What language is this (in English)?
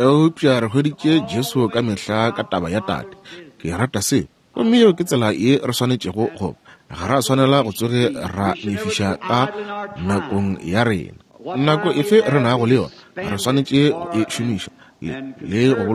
Northern Sotho